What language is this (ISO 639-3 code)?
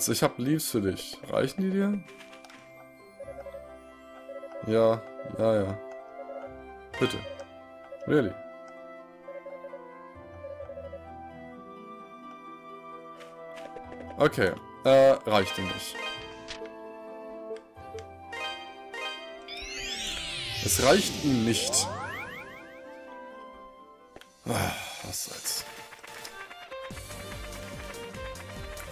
deu